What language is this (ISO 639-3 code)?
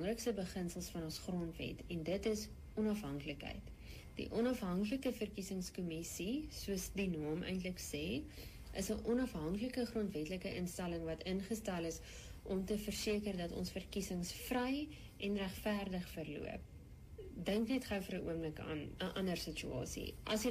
afr